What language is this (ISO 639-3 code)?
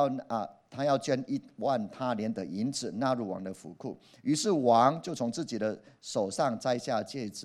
zho